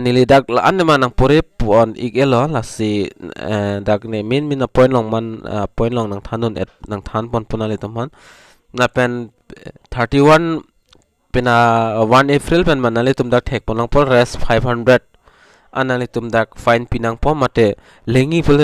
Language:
Karbi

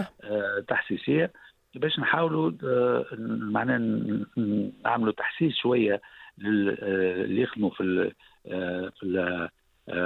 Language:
Tunisian Arabic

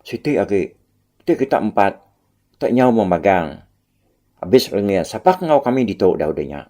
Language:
Iban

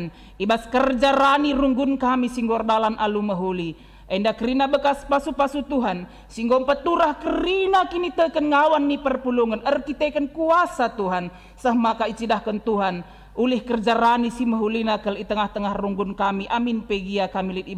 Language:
Batak Karo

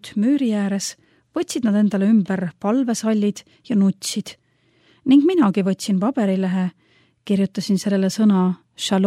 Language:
Estonian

